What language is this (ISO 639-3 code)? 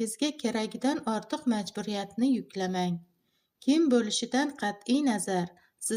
uzb